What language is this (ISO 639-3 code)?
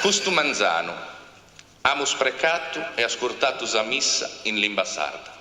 srd